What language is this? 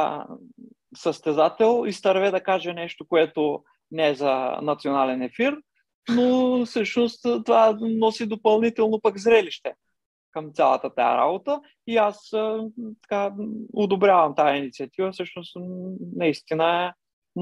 Bulgarian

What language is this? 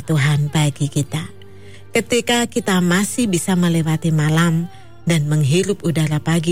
Indonesian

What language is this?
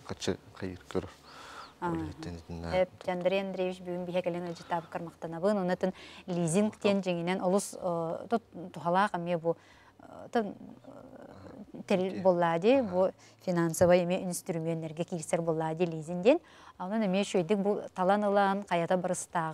Yakut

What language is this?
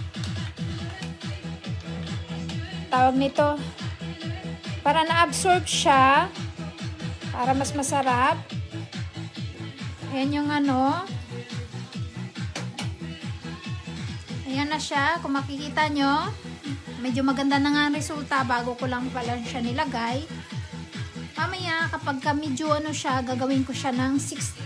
Filipino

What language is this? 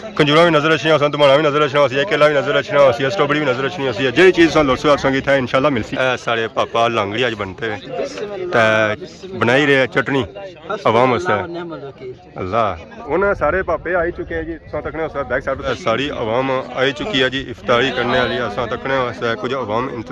Pahari-Potwari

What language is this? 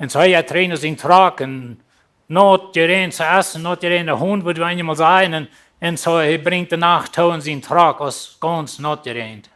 Plautdietsch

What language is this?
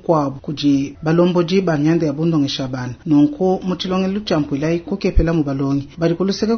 Luba-Lulua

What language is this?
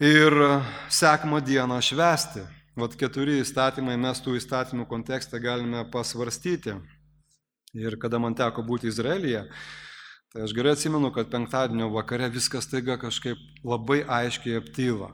Lithuanian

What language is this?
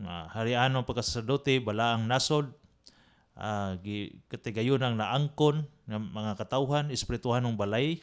Cebuano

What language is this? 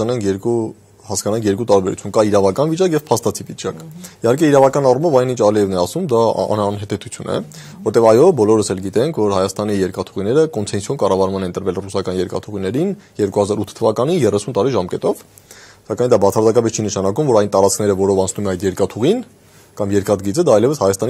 Armenian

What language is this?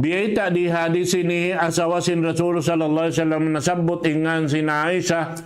Tausug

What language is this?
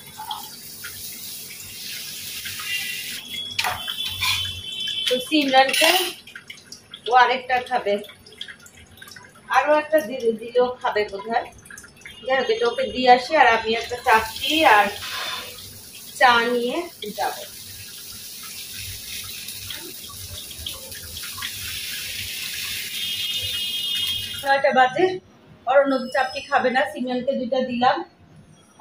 Bangla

